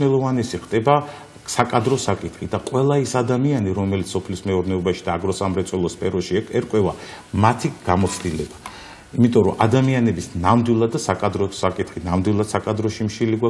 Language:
Georgian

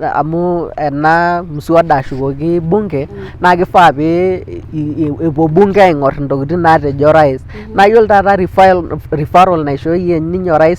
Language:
Masai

